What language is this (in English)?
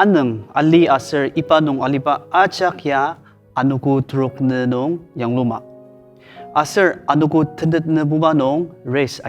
Ao Naga